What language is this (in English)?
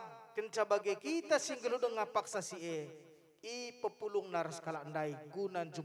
Batak Karo